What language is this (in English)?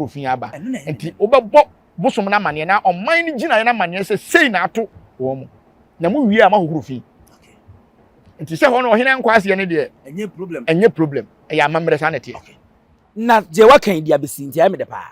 Akan